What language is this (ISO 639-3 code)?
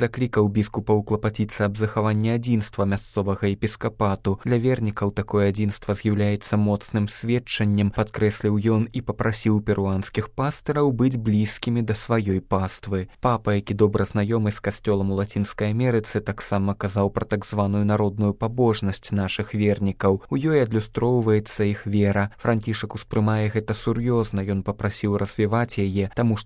bel